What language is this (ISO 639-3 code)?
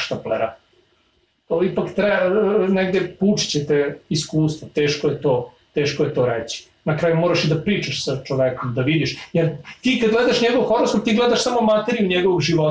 srp